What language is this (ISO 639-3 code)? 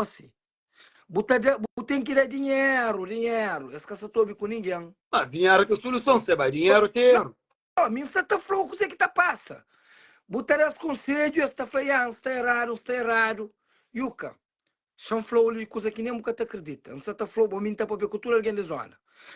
kea